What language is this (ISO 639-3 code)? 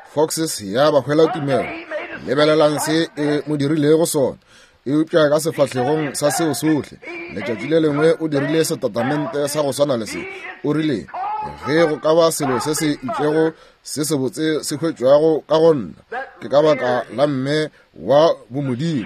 nso